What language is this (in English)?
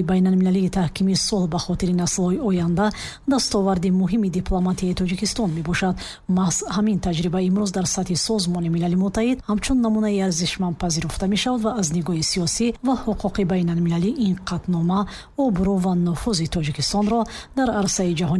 Tajik